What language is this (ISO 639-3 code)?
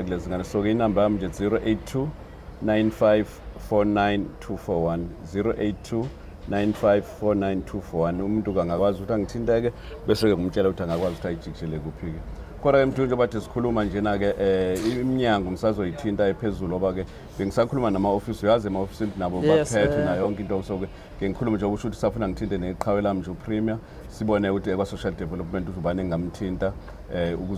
zul